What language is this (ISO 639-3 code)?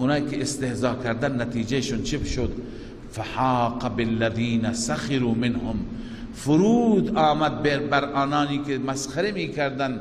fas